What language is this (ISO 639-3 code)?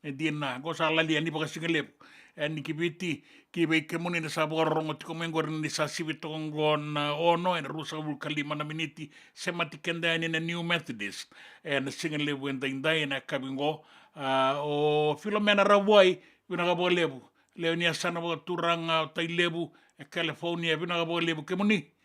fij